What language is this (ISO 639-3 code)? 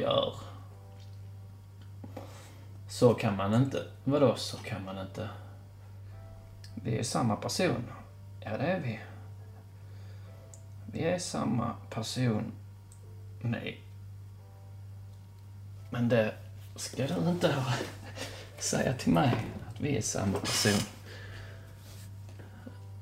swe